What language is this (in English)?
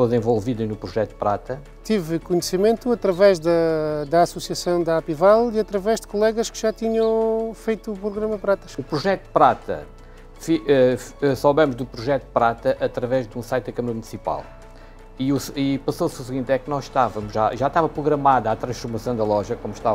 Portuguese